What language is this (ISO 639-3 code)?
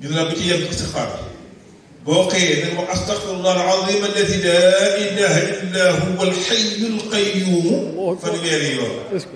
wol